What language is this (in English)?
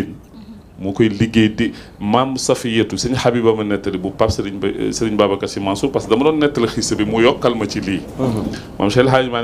Wolof